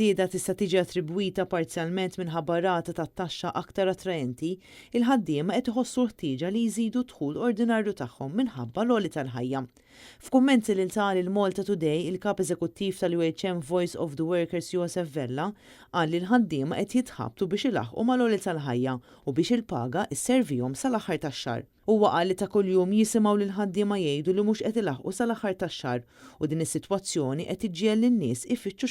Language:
Maltese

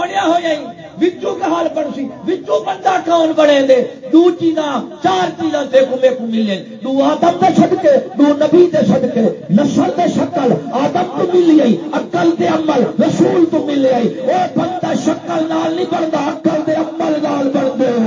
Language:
Saraiki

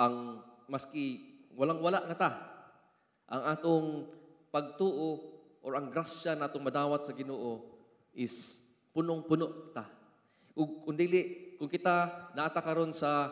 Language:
Cebuano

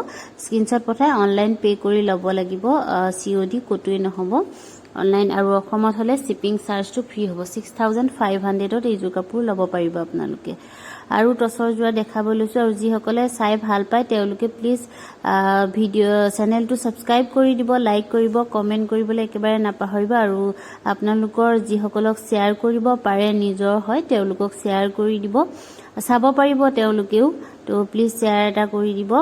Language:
Assamese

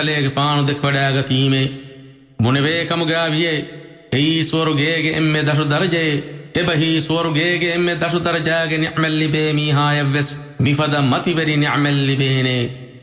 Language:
Divehi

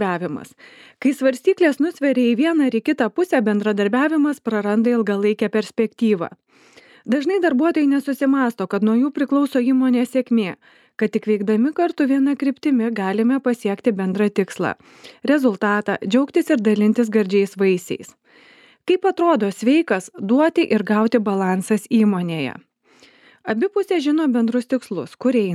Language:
Lithuanian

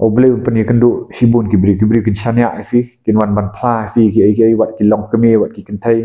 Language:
Khasi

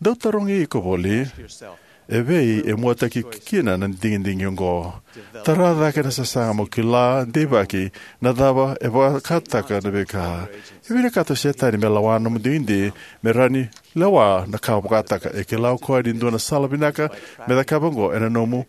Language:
Fijian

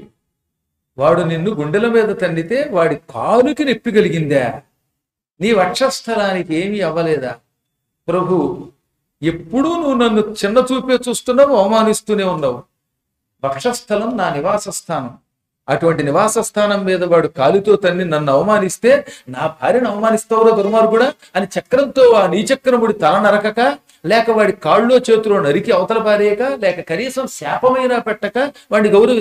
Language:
Telugu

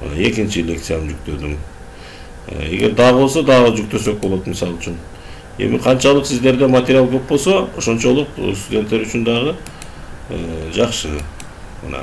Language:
Kyrgyz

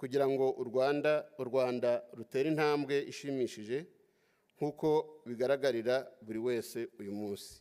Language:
Kinyarwanda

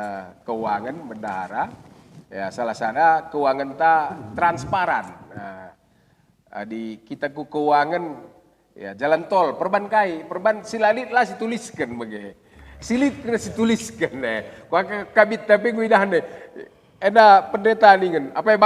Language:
Batak Karo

